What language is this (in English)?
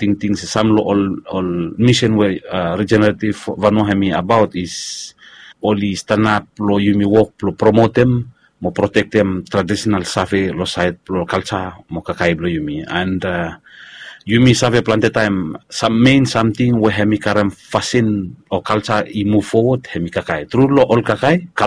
Bislama